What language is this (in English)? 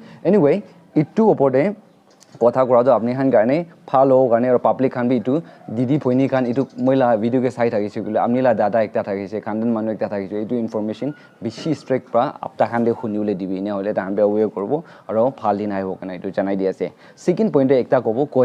Naga Pidgin